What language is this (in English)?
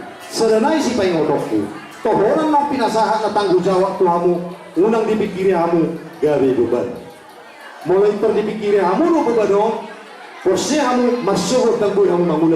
Batak Toba